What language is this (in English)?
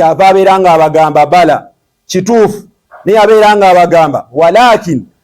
Ganda